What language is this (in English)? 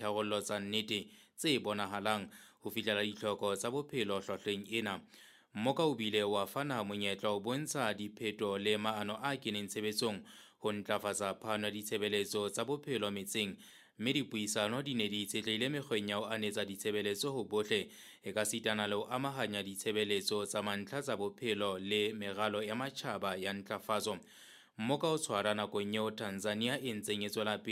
Southern Sotho